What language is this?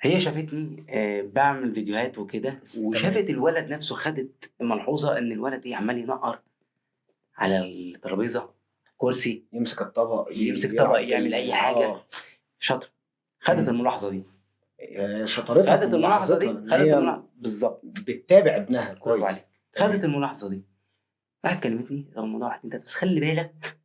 Egyptian Arabic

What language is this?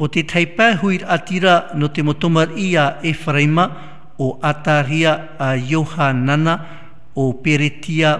Tahitian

